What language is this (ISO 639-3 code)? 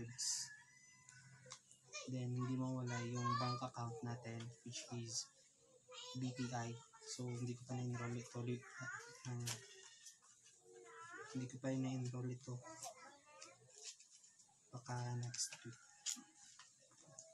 fil